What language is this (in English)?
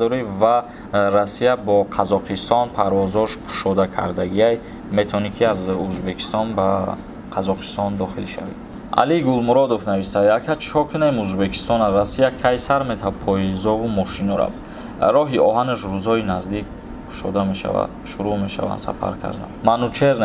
Tajik